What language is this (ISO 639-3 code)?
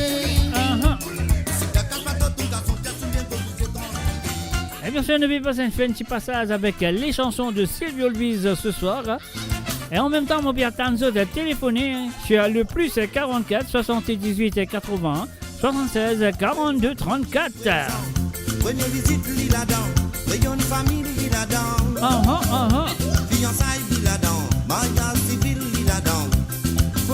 mfe